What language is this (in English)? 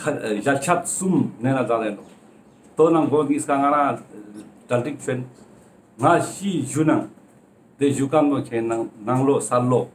Ladakhi